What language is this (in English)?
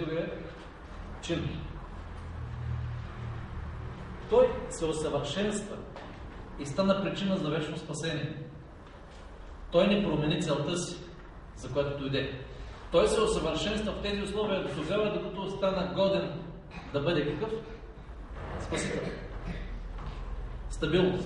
Bulgarian